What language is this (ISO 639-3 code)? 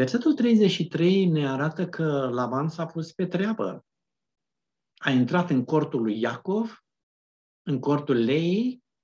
ron